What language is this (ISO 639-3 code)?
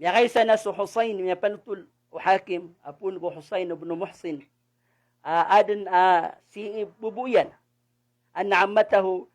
mrw